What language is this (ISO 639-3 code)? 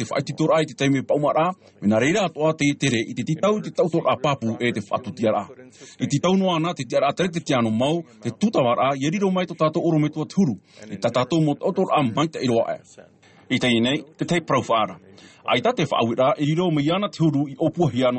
tah